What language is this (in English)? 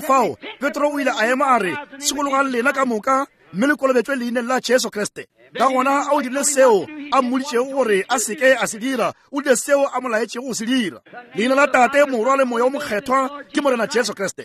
Northern Sotho